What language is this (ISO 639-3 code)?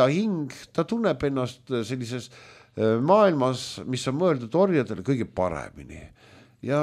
est